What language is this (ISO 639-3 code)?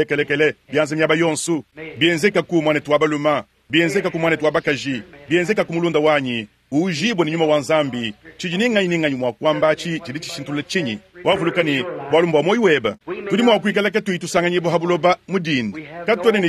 lua